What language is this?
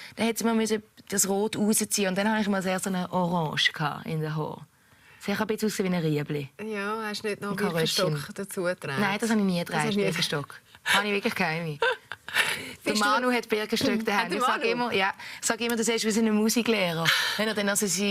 Swiss German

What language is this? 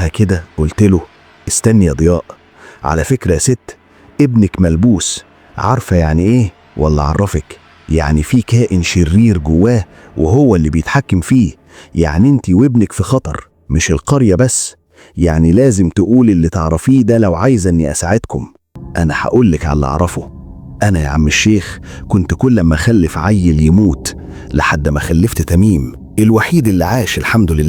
Egyptian Arabic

